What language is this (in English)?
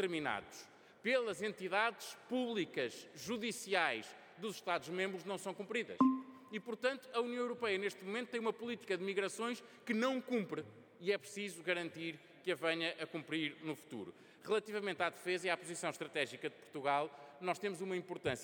Portuguese